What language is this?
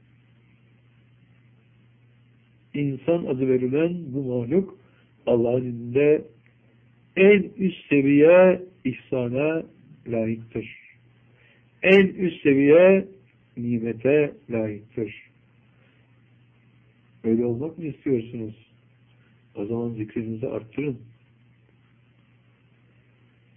Turkish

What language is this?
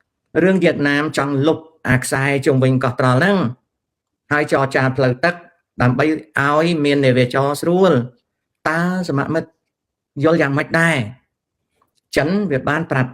Khmer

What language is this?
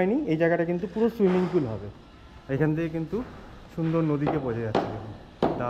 Bangla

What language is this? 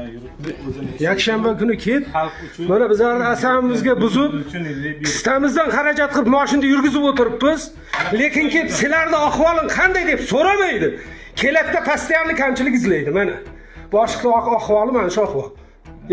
Uzbek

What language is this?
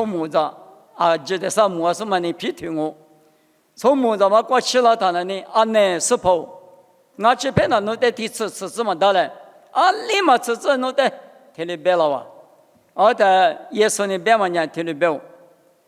Lisu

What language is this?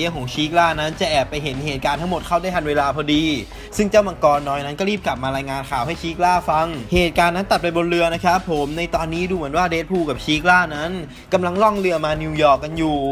Thai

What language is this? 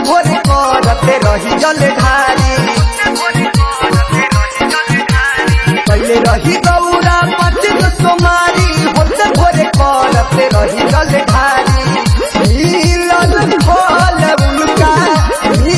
Bhojpuri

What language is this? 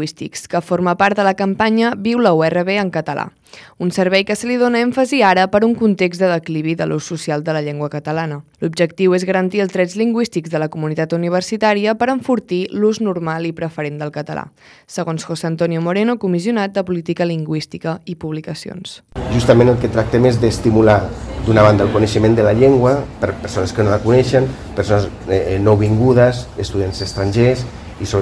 Catalan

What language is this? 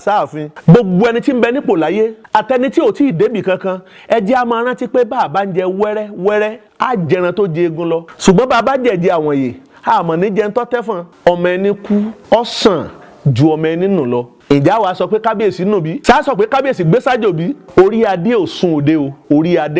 Yoruba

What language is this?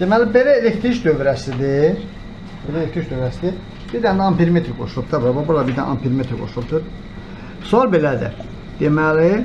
Azerbaijani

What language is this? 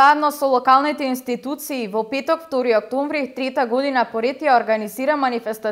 Macedonian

